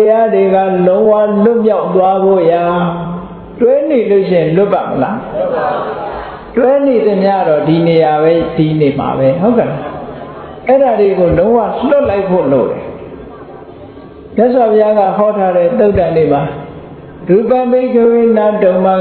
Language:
Burmese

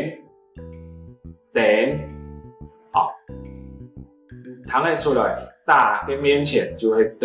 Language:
Hakka Chinese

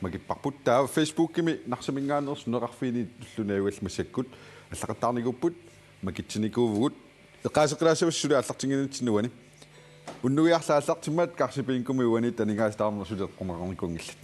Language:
Kalaallisut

